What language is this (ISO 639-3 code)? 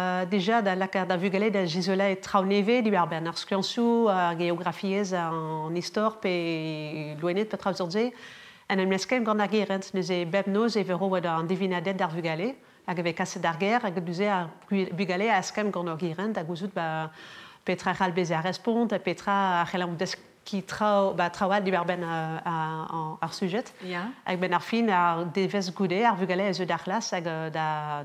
bre